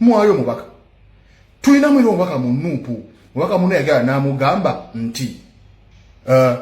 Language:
Ganda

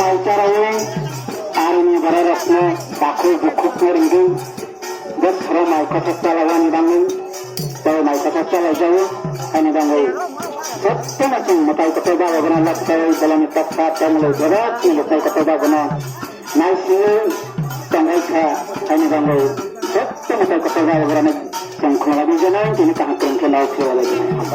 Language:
Kok Borok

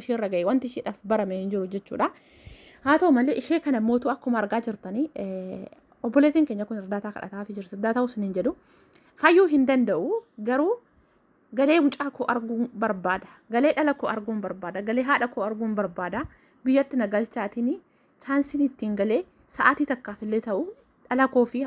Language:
Oromo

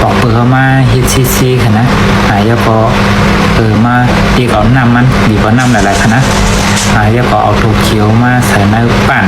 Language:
Shan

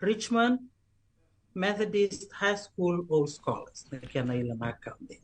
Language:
Fijian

